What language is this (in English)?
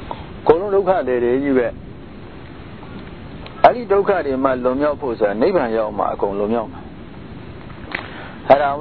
Burmese